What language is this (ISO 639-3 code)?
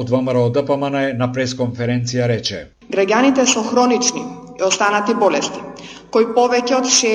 mkd